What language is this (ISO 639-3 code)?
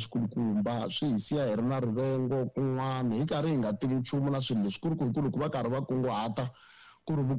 tso